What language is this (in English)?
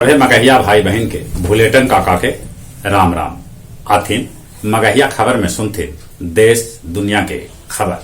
Magahi